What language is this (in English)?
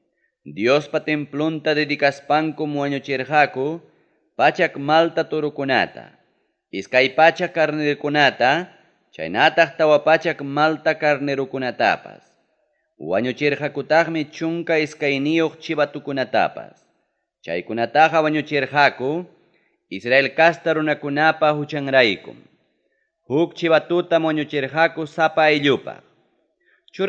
Ayacucho Quechua